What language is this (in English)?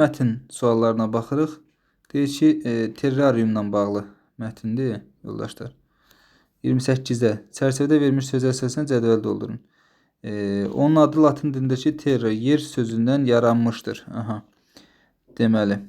Azerbaijani